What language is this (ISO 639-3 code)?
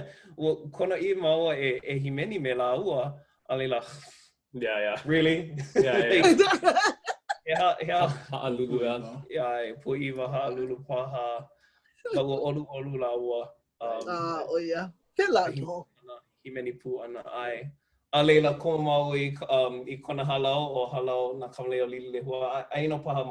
haw